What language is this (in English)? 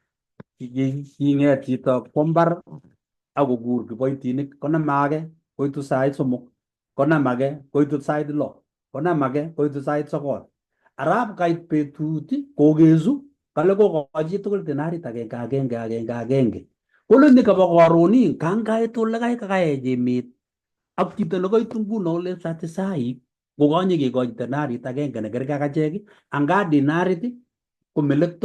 Kalenjin